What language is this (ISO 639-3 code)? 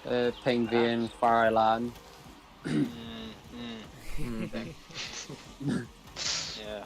cym